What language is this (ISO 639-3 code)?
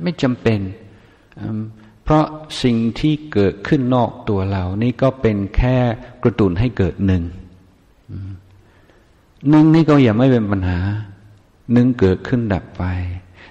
tha